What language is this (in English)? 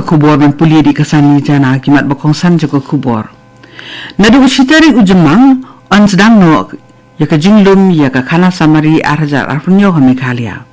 Khasi